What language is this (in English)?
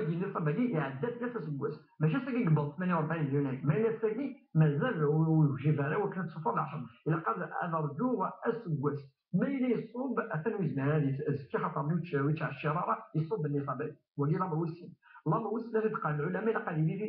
Kabyle